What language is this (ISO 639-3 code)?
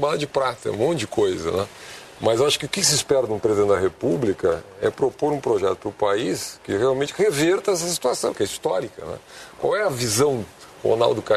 por